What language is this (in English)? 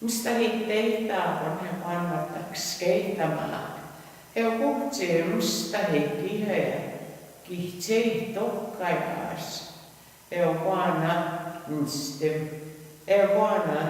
Plains Cree